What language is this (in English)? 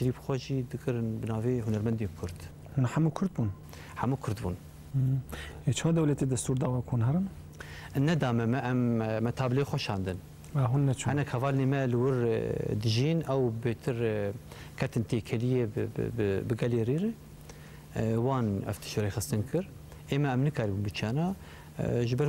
Kurdish